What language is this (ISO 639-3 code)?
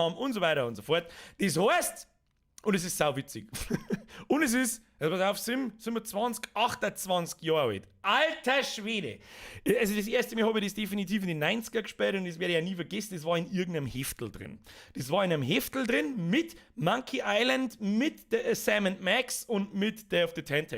bar